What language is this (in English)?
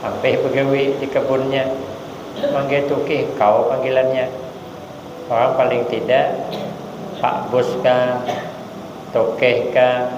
Banjar